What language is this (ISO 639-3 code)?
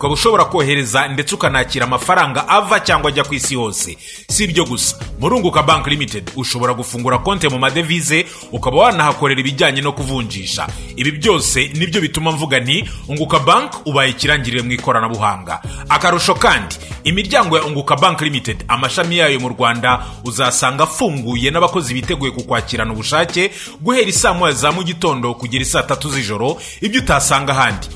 kin